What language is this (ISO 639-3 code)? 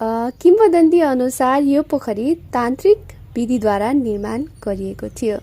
nep